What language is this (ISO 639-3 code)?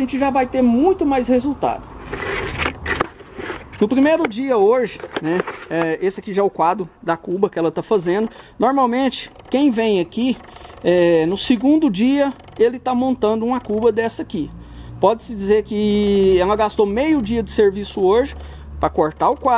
por